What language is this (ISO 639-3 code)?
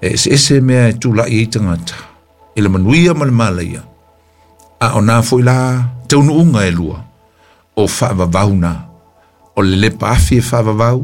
smo